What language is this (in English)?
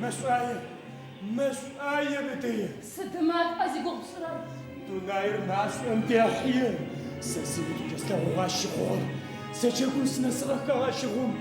Adyghe